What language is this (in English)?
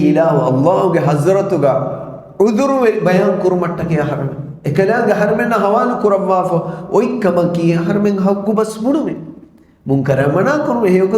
Divehi